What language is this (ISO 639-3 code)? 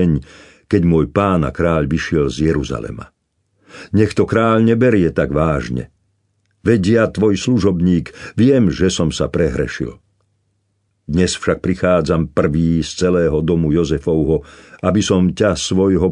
slk